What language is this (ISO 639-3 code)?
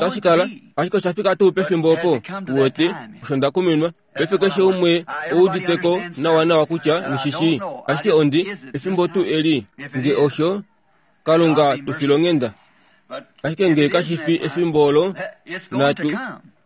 kua